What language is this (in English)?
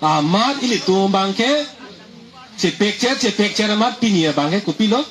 Karbi